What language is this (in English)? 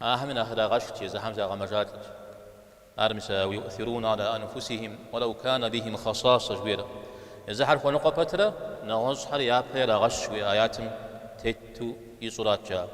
Kabardian